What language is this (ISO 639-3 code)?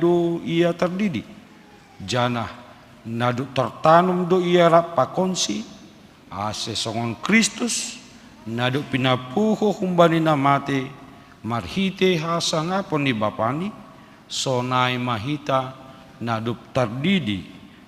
bts